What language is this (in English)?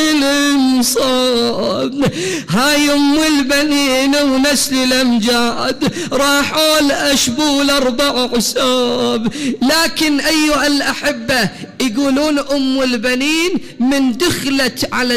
Mesopotamian Arabic